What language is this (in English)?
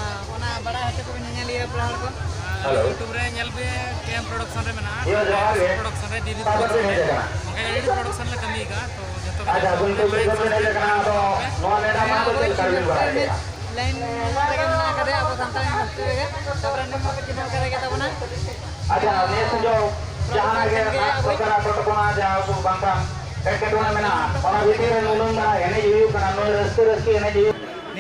Santali